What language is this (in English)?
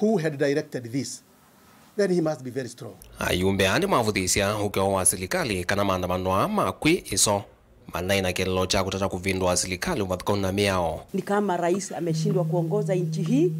Kamba